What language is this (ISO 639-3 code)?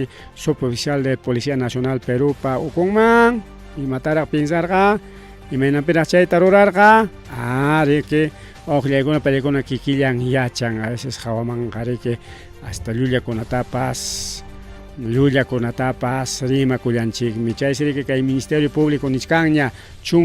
quy